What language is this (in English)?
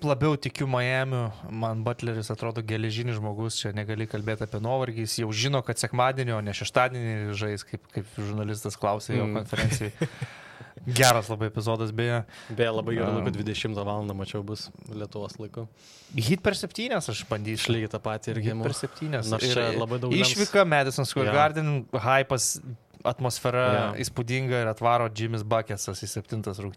Lithuanian